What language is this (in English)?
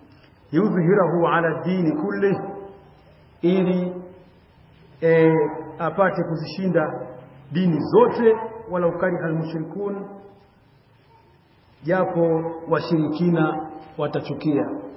Swahili